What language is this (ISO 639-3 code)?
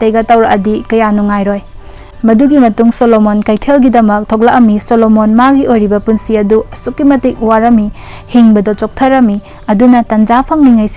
mni